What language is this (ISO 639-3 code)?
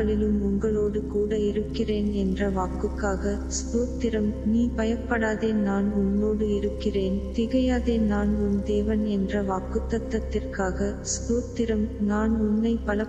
tam